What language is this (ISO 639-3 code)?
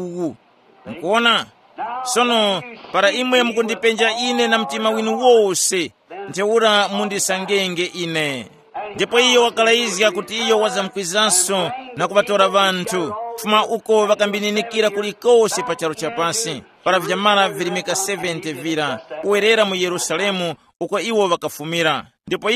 tum